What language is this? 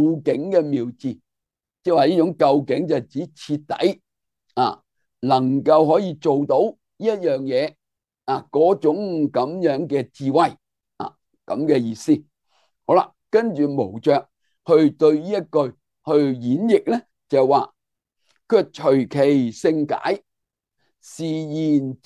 Cantonese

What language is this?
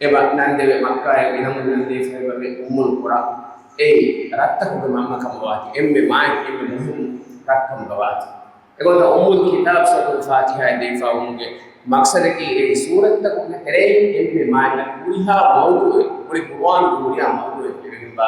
Divehi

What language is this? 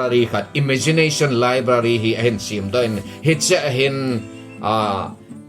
Thado Chin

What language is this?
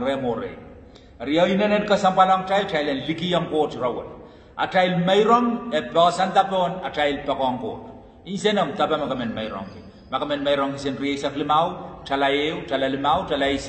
Pohnpeian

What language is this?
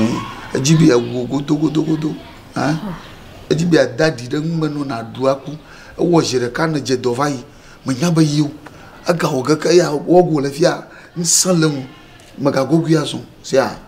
Ewe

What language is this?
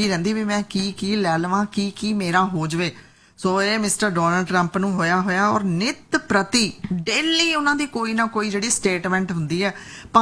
Punjabi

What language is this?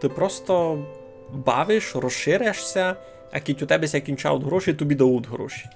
Rusyn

